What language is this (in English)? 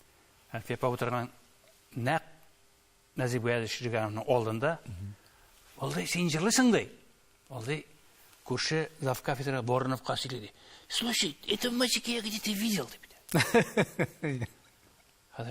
Tatar